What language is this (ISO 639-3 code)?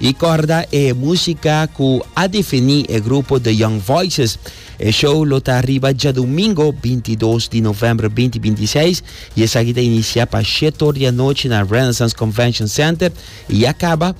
pap